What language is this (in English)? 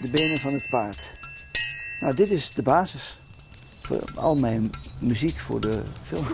Western Frisian